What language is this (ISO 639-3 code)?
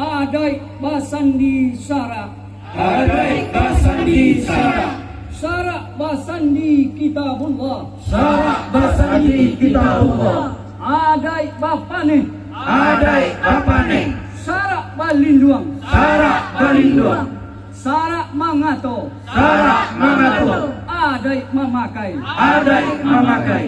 min